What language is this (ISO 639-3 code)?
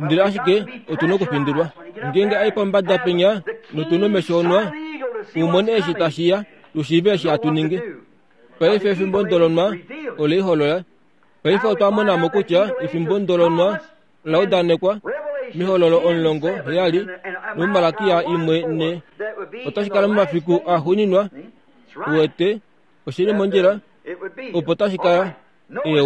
kua